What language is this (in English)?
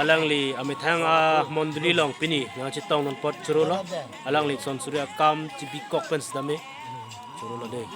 Karbi